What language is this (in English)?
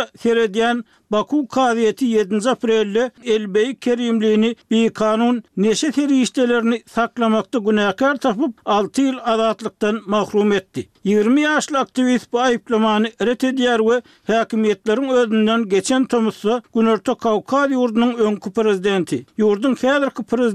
Turkmen